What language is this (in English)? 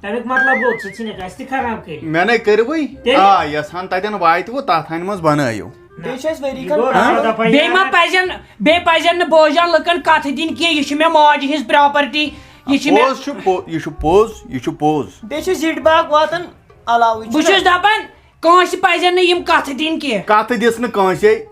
Kashmiri